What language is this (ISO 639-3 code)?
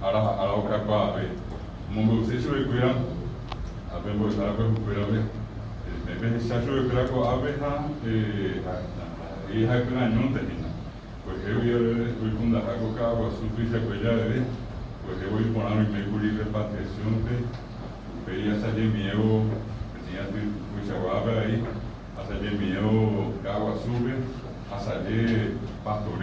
grn